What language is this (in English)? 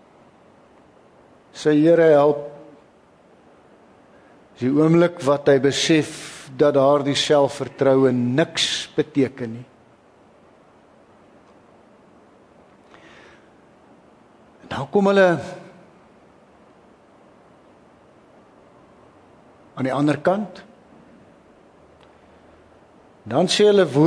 Afrikaans